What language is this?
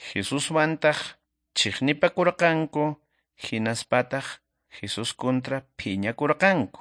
Quechua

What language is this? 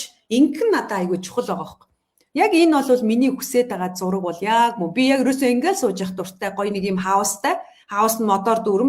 Mongolian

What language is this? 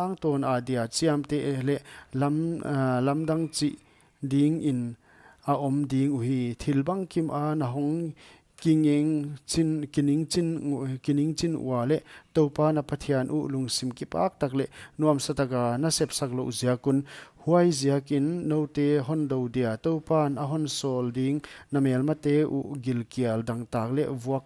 Paite Chin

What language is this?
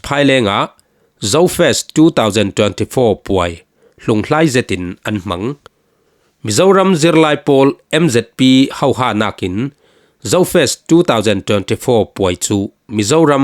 Falam Chin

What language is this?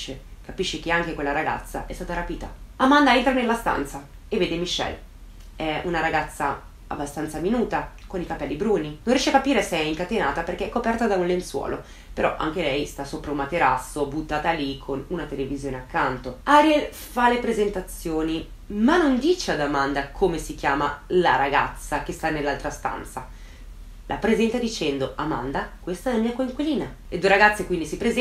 Italian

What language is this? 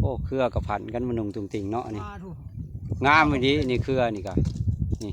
Northeastern Thai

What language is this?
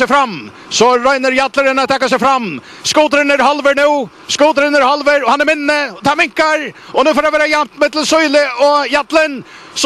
Faroese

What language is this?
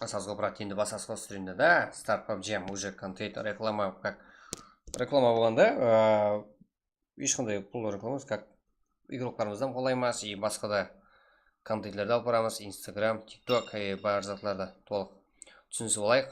Kara-Kalpak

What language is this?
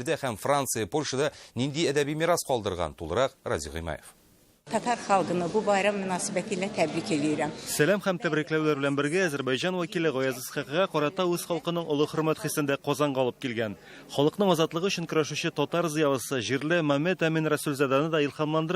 Tatar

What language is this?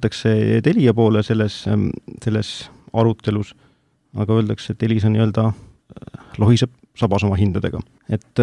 Estonian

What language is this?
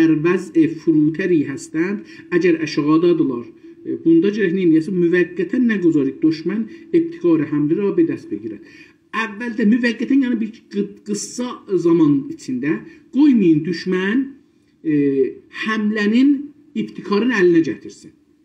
South Azerbaijani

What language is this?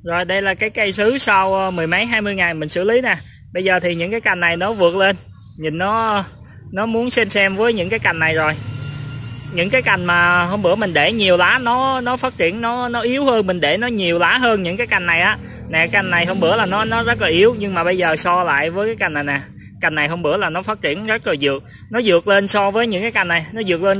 Vietnamese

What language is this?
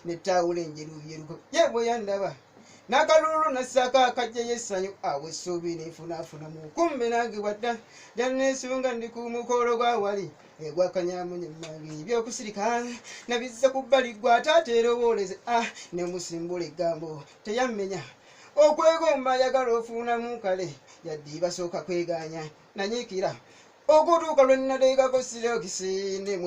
Ganda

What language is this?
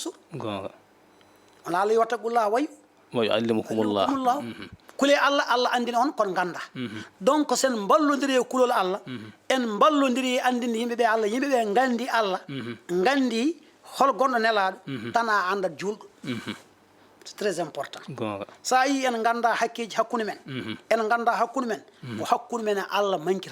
Fula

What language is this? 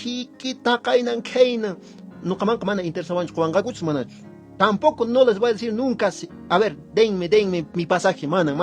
Quechua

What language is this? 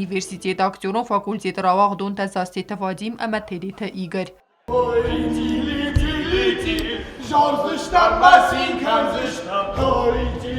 Ossetic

